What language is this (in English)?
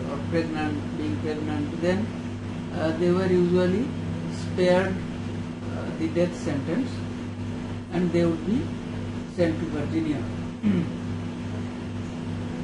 English